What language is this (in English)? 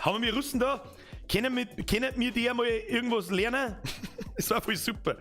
Bavarian